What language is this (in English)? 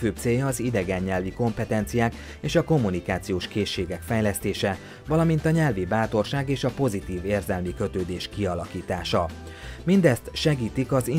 Hungarian